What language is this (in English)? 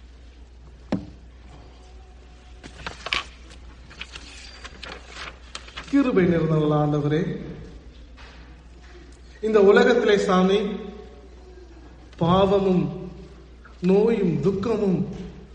Tamil